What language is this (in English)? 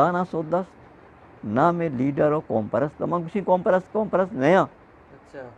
Eastern Balochi